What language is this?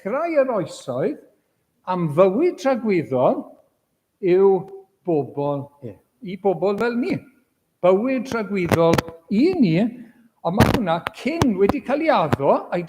Welsh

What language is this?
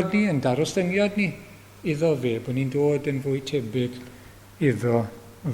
Welsh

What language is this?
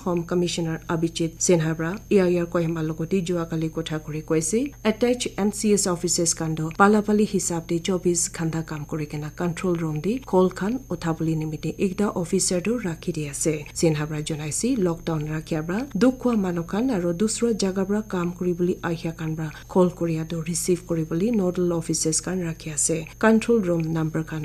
Naga Pidgin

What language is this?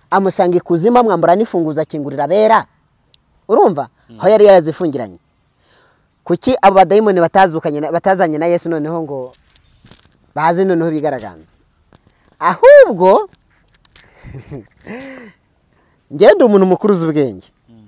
Kinyarwanda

